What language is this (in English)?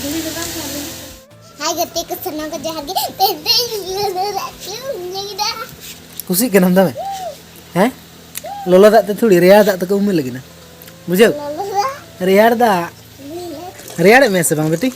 Santali